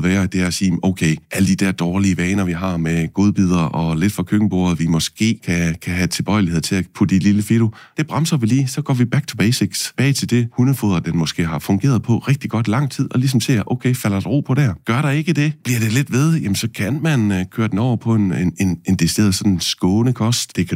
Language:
Danish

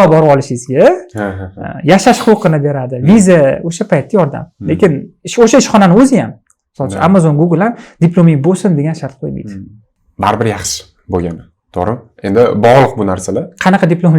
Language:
Uzbek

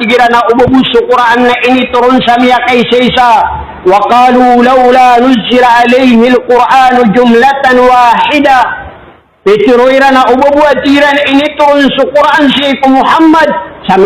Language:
Maranao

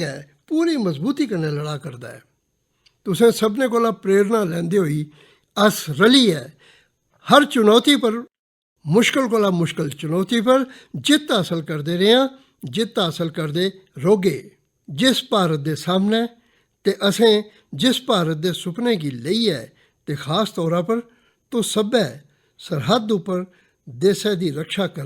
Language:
Dogri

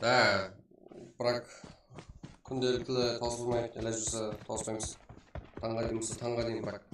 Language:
Kara-Kalpak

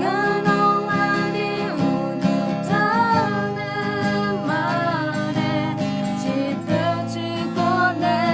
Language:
Akha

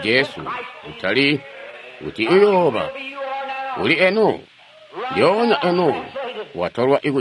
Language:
Tonga (Zambia)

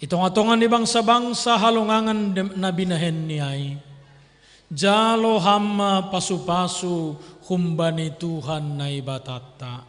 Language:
Batak Simalungun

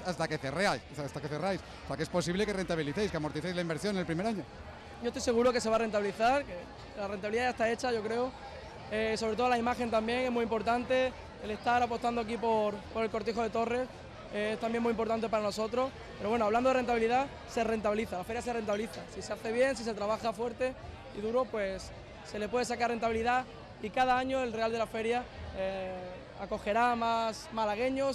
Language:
Spanish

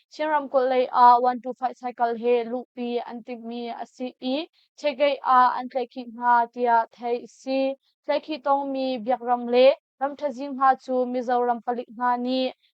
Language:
Hakha Chin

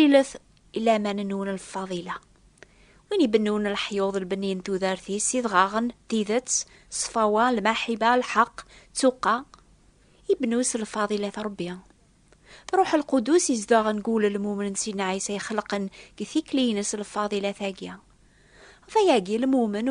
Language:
Kabyle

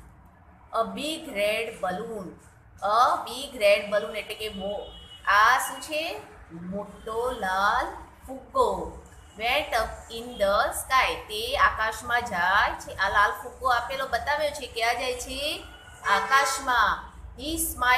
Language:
Gujarati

